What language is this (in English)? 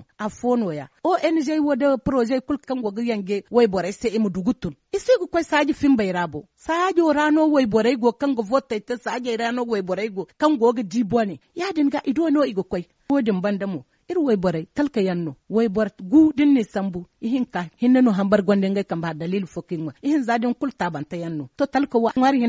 Zarma